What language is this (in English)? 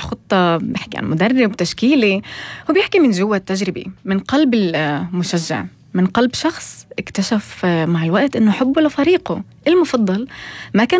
North Levantine Arabic